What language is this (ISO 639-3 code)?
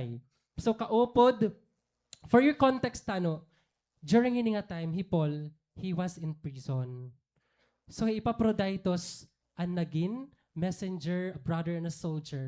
war